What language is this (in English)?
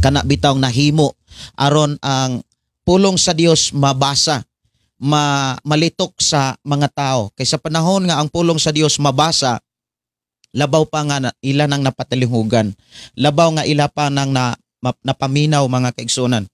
Cebuano